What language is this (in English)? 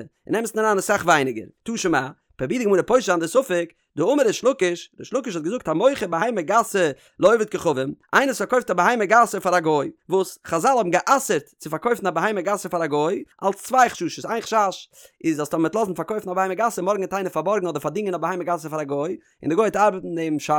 Yiddish